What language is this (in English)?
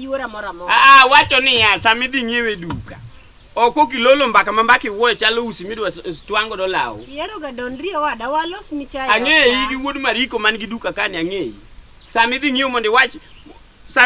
Luo (Kenya and Tanzania)